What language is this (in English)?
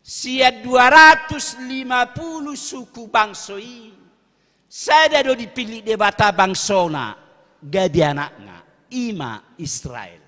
Batak Toba